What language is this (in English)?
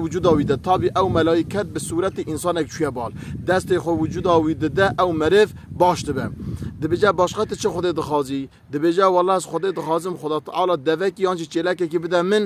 Kurdish